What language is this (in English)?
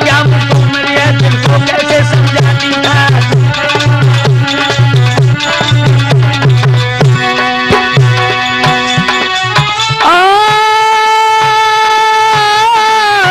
Hindi